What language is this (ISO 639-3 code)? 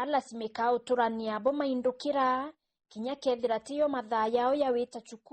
mer